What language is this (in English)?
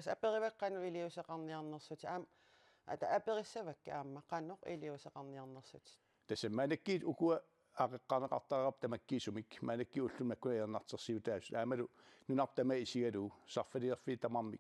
Kalaallisut